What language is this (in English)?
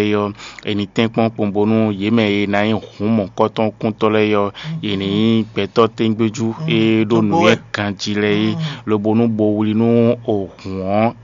Fon